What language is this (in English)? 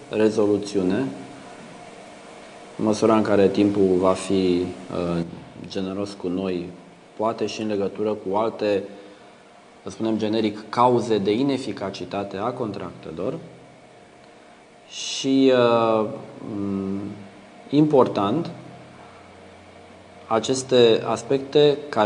Romanian